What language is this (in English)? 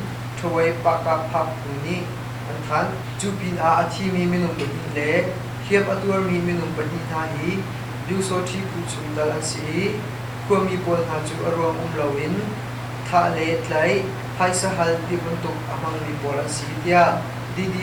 Hakha Chin